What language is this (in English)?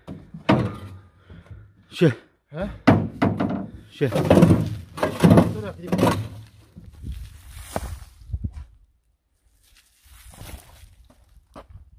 Romanian